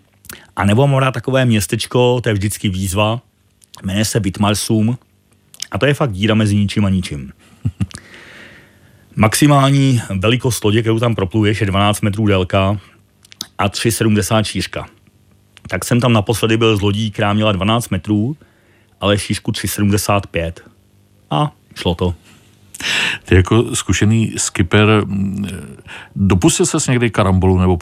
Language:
Czech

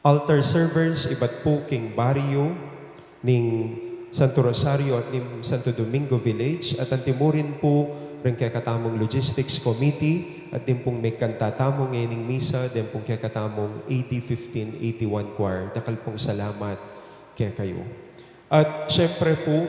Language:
Pampanga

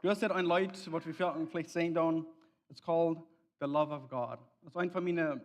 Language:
Plautdietsch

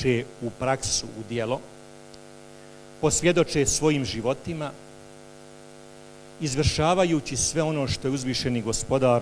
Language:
Bosnian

